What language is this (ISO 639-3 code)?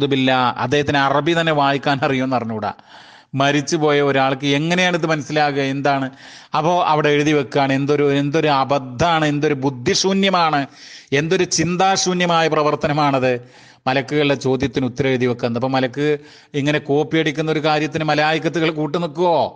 mal